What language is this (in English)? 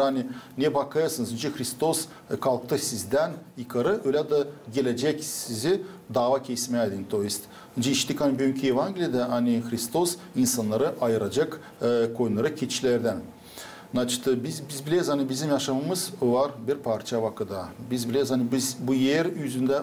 Gagauz